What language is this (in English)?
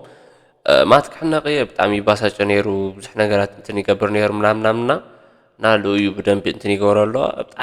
Tigrinya